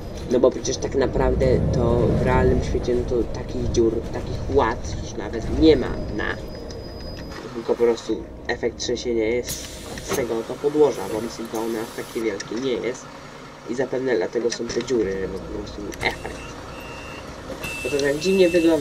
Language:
Polish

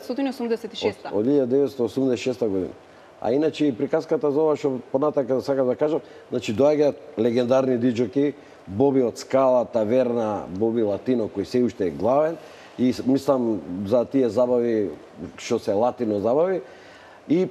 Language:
Macedonian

